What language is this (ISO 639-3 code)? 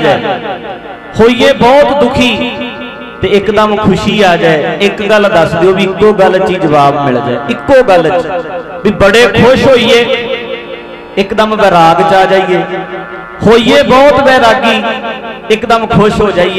pan